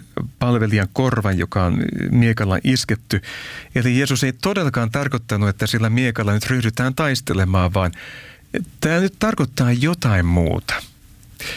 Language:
Finnish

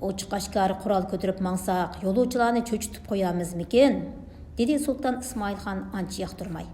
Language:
Uyghur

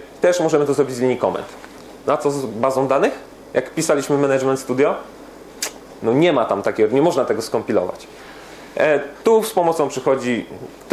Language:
Polish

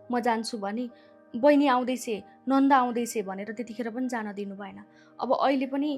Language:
Nepali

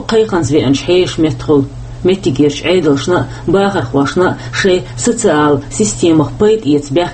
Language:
Chechen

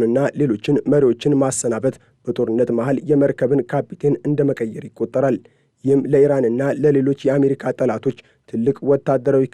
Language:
Amharic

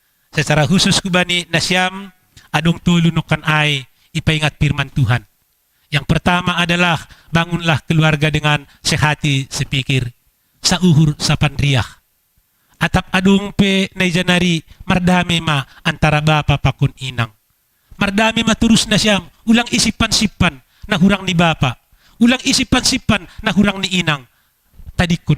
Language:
Batak Simalungun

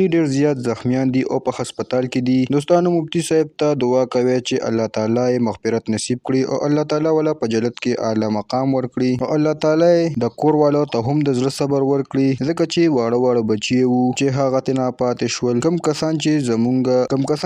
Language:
Pashto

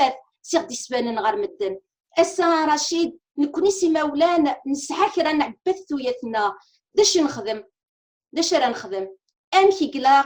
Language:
Kabyle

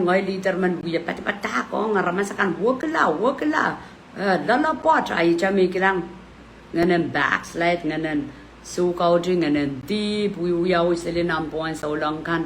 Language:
Pohnpeian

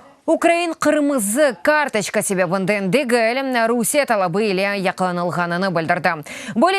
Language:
Crimean Tatar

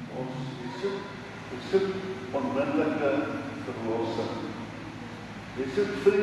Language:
Afrikaans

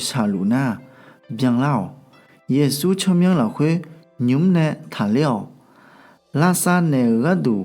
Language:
Akha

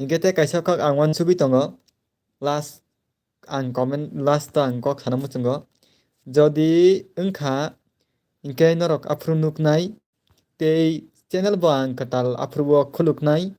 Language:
Kok Borok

